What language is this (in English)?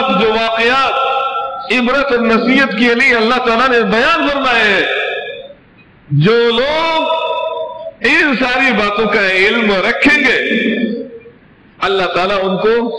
Urdu